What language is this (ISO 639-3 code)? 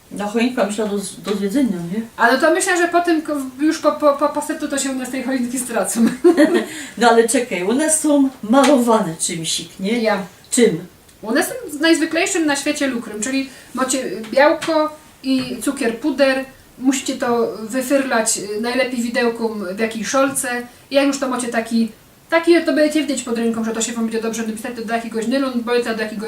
szl